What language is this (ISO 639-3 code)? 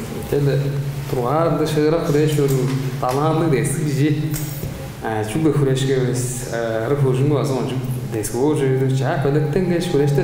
tyv